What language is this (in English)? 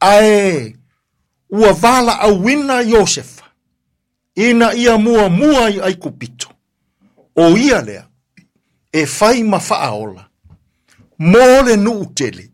Samoan